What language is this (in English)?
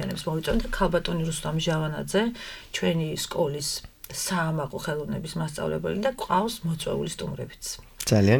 Georgian